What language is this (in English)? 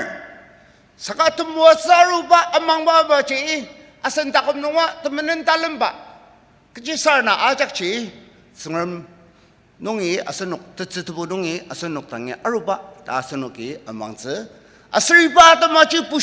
Ao Naga